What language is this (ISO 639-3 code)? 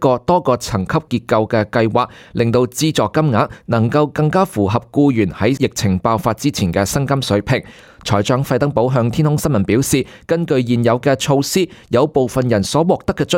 yue